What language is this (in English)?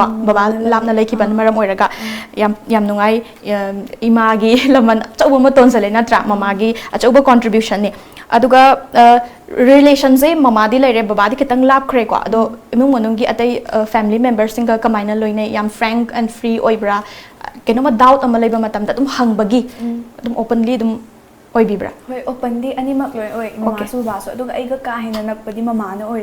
Manipuri